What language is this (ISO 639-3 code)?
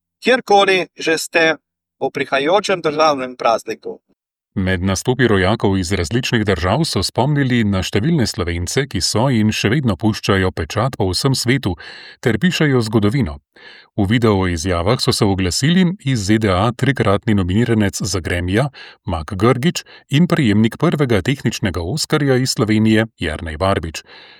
slv